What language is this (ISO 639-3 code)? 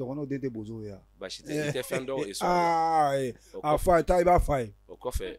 bam